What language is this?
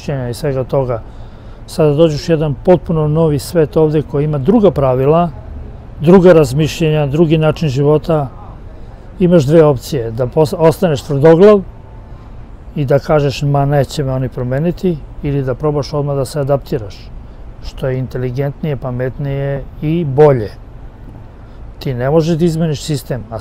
Serbian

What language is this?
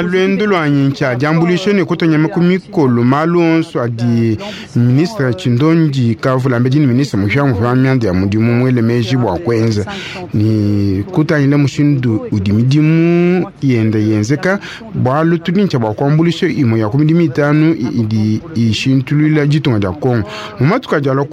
Luba-Lulua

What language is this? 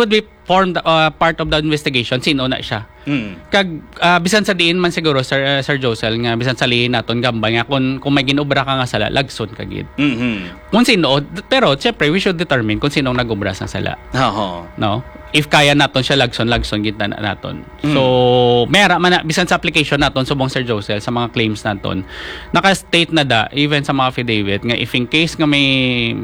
Hiligaynon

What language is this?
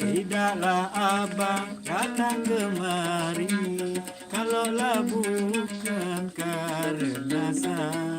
Sasak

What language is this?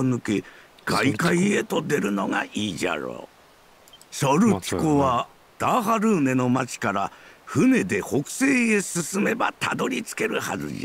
Japanese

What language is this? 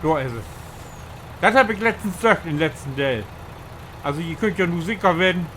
Low German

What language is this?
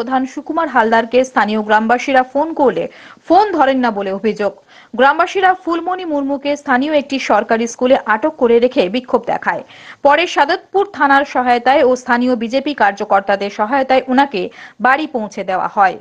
Bangla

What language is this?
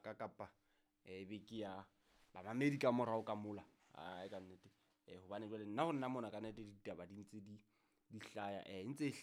Southern Sotho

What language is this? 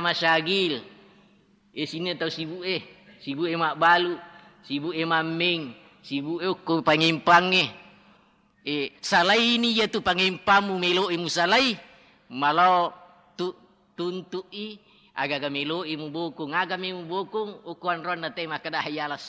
Buginese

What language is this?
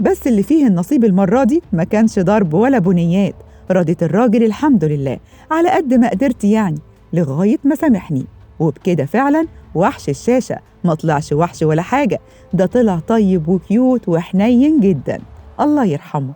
Egyptian Arabic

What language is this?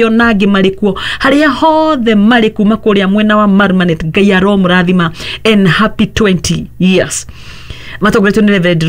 Kikuyu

